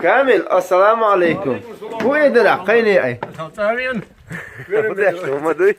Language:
Chechen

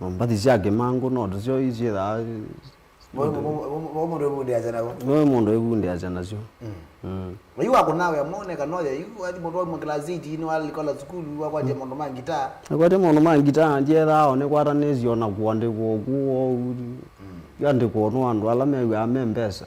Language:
Kamba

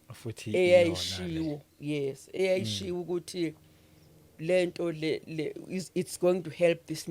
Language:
Zulu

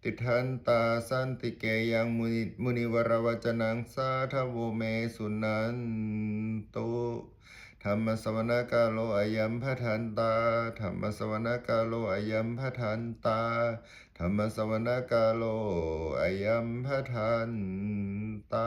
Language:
Pali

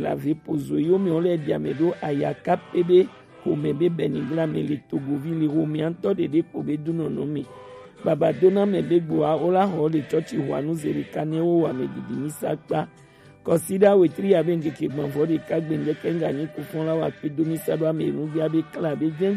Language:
Gen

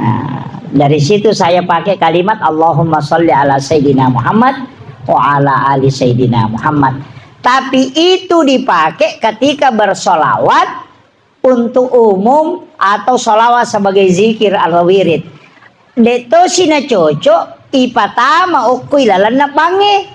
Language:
Buginese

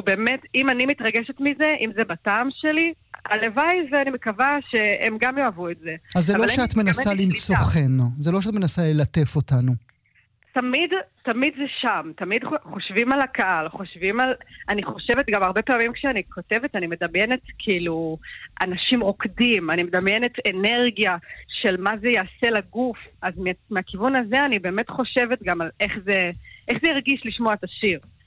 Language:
Hebrew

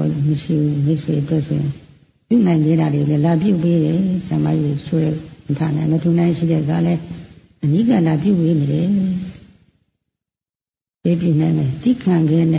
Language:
Burmese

